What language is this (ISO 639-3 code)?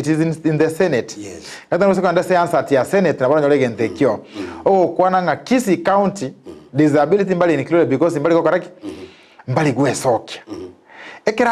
guz